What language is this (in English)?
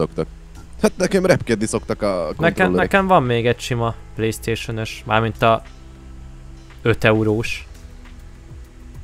Hungarian